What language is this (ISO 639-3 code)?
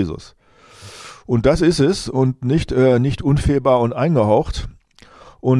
deu